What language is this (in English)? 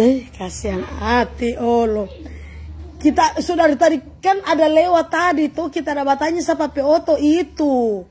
Manado Malay